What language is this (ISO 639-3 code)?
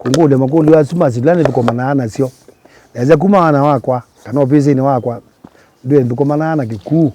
kam